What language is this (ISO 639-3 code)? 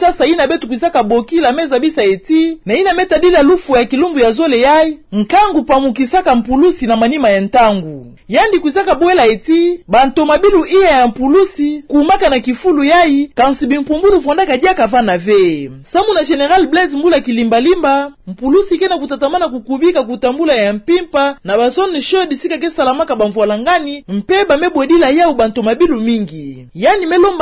ktu